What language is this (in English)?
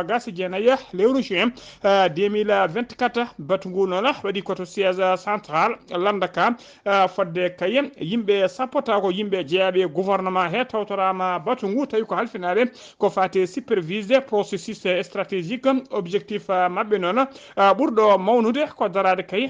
Fula